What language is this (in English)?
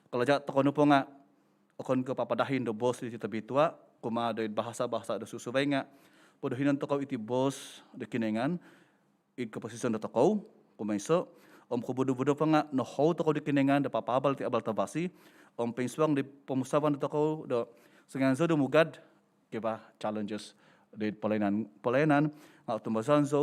Central Dusun